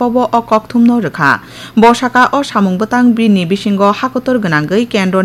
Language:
Kok Borok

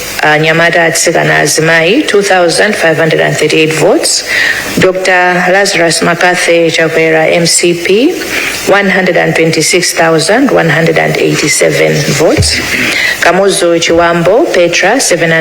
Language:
Nyanja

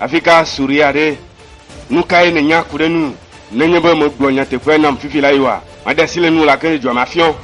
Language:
Ewe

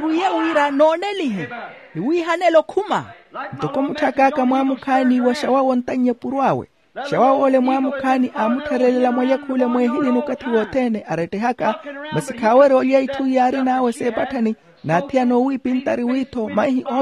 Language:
Makhuwa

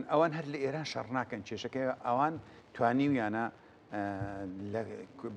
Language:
Central Kurdish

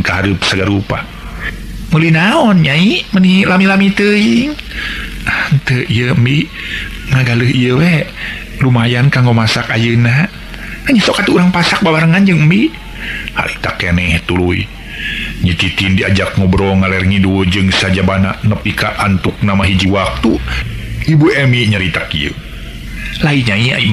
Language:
Sundanese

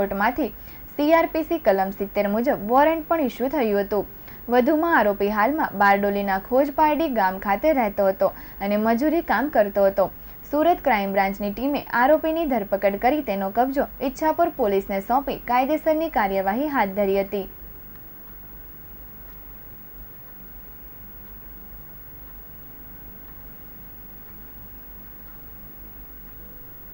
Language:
Gujarati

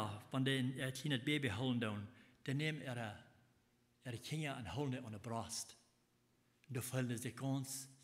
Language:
Plautdietsch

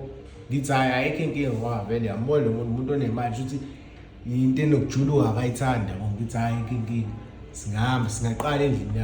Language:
Zulu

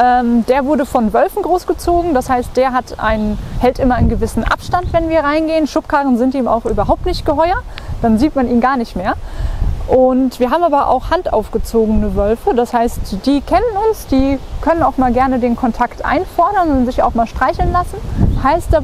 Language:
German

